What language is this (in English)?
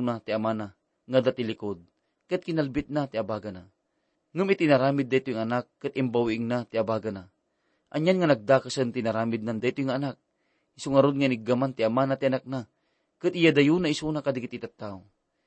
Iloko